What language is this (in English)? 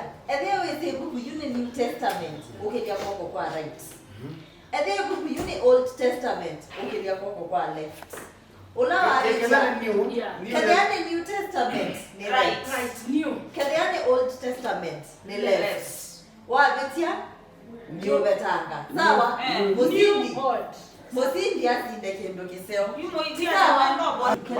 Kamba